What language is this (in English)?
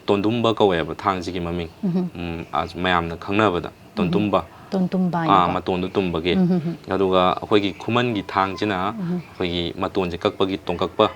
Manipuri